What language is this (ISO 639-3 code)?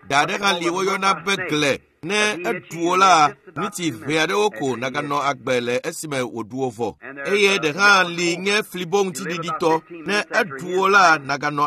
ewe